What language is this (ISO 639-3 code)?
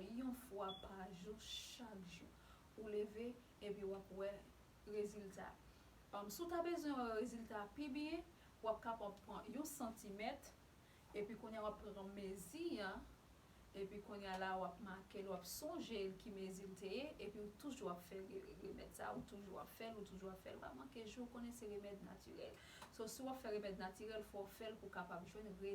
hat